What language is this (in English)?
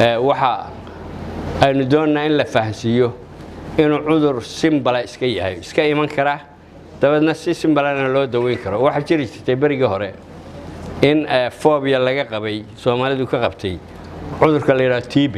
Somali